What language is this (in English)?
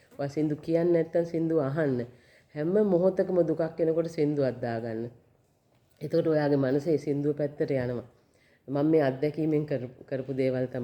Sinhala